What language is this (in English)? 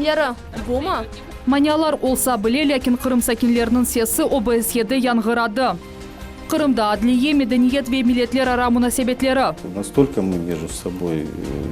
Crimean Tatar